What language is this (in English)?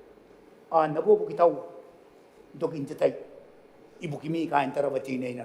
Gilbertese